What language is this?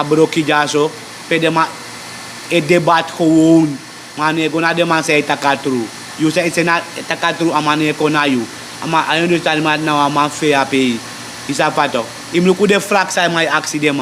Sranan Tongo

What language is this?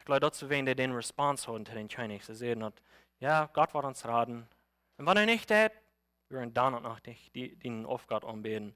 Plautdietsch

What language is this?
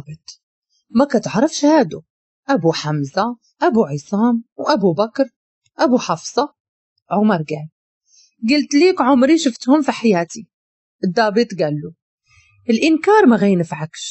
Moroccan Arabic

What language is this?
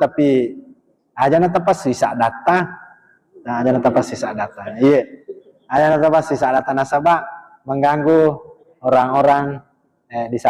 Buginese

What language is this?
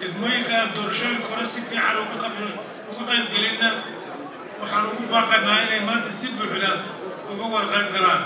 Somali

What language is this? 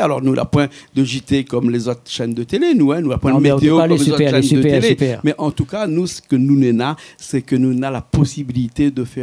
Réunion Creole French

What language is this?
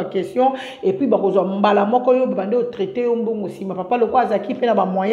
Lingala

